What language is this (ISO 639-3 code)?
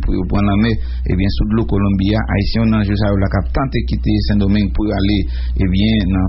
hat